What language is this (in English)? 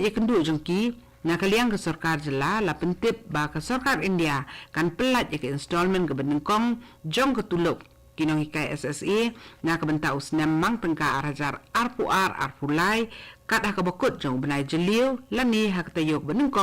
Khasi